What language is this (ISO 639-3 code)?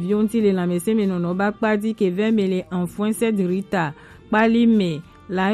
gej